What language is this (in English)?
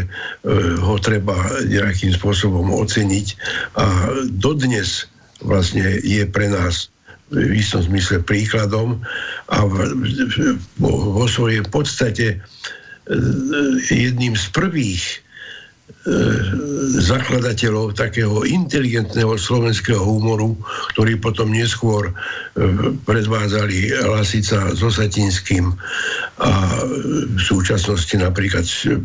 Slovak